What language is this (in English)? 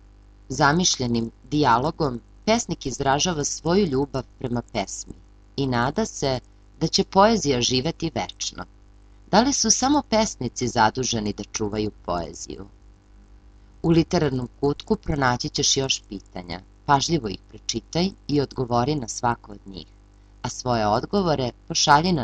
Serbian